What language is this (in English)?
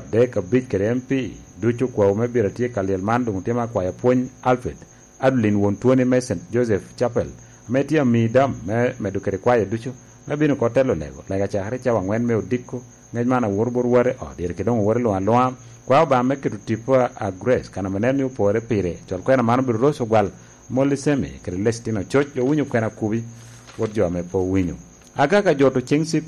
Lango (Uganda)